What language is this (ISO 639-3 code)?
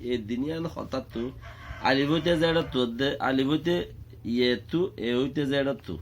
rhg